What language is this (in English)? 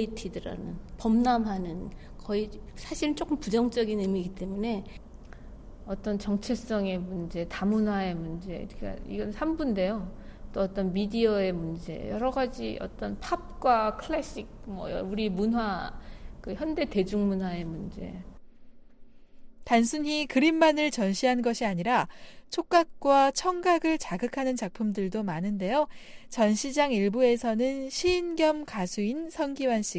Korean